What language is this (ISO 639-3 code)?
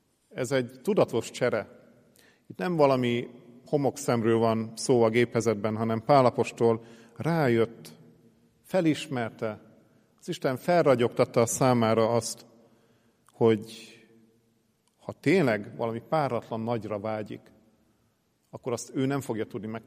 hun